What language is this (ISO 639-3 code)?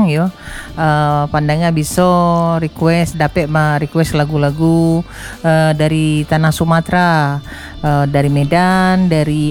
ind